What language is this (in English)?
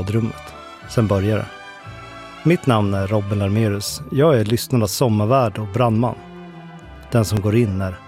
Swedish